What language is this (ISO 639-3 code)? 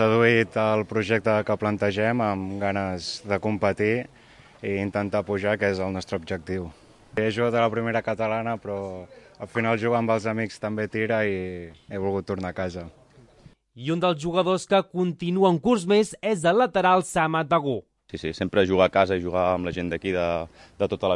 cat